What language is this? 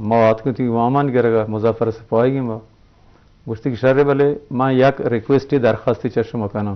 Eastern Balochi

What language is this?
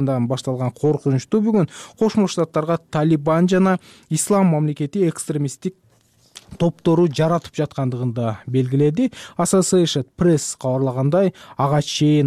Kyrgyz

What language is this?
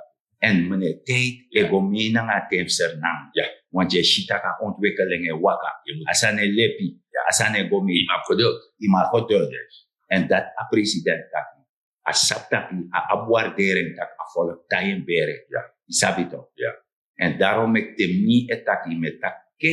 Sranan Tongo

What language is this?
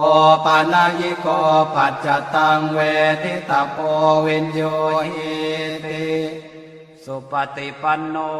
Pali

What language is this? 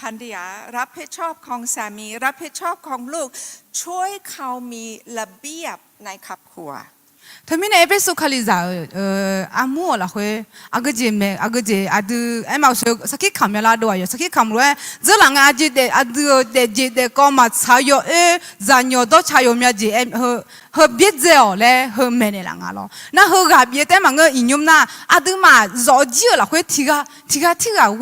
Akha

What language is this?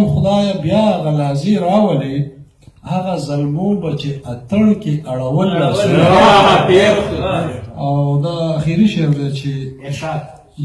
Pashto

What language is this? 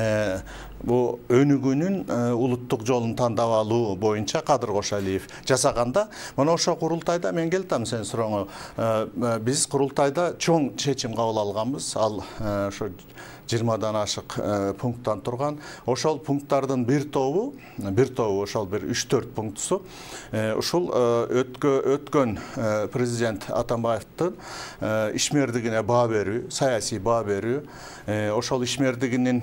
Kyrgyz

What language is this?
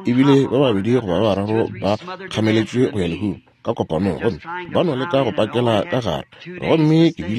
Northern Sotho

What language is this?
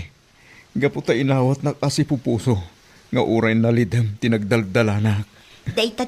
Iloko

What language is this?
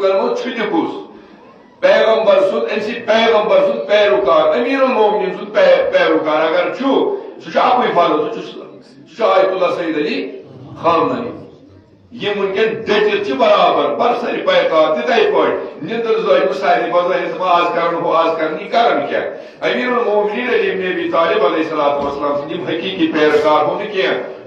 Kashmiri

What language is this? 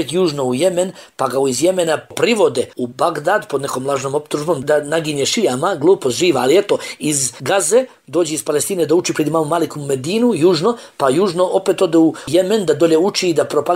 Bosnian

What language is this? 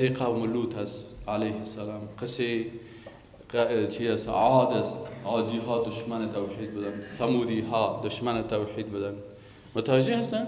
Persian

